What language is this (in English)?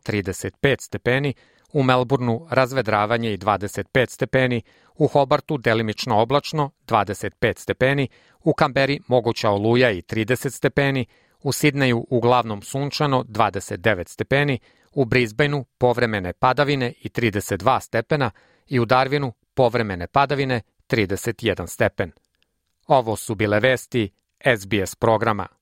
Serbian